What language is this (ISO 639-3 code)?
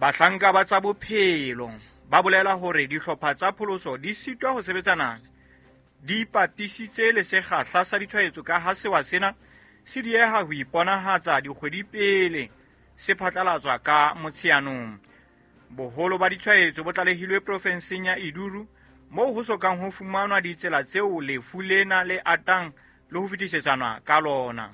sot